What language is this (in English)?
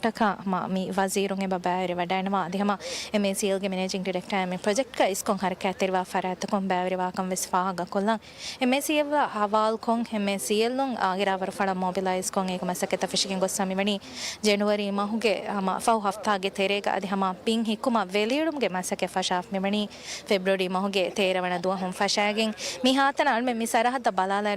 Divehi